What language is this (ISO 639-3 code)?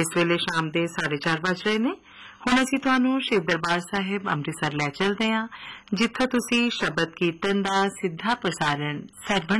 pan